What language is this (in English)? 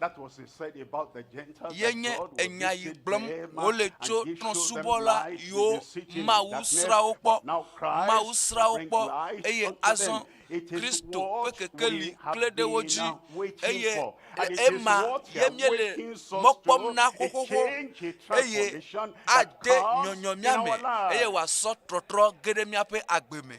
Ewe